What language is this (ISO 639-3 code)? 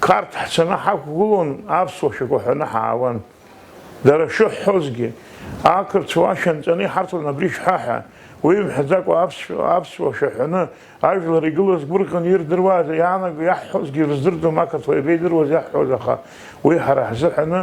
abk